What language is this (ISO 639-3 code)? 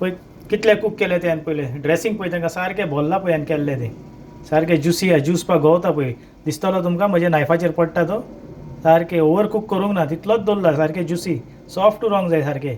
kok